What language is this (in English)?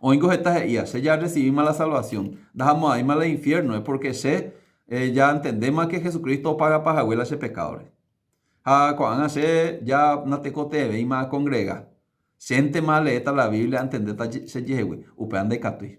Guarani